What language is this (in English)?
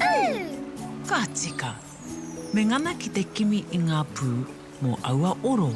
Māori